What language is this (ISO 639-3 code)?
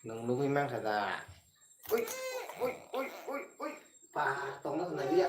trp